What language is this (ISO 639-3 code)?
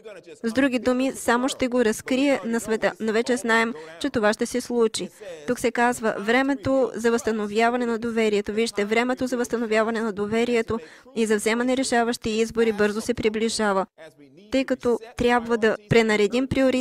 bul